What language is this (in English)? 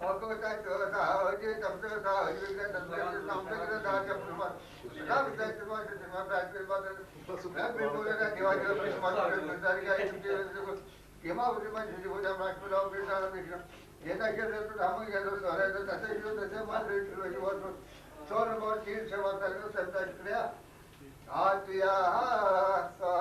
Kashmiri